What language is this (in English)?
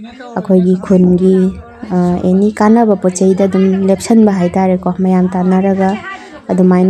Manipuri